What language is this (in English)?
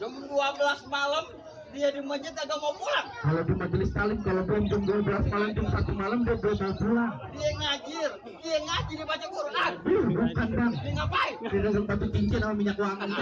Betawi